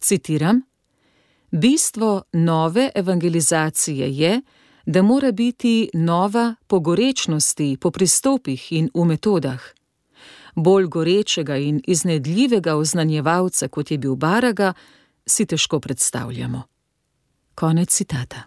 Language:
Slovenian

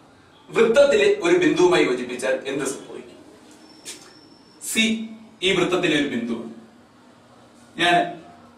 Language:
Malayalam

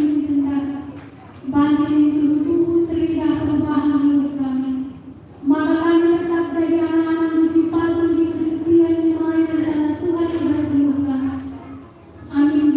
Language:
Batak Karo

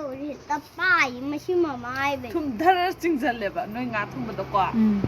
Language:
Manipuri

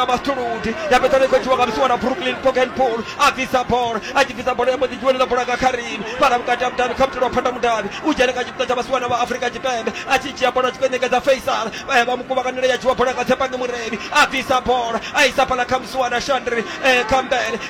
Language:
Venda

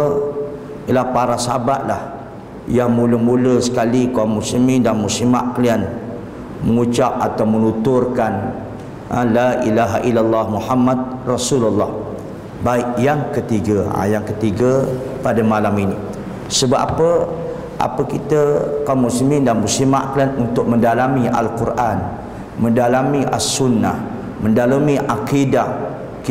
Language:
Malay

